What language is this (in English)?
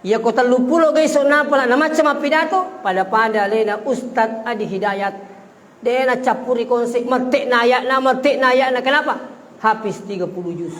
Buginese